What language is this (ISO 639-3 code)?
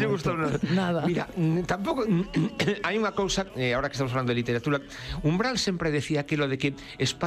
glg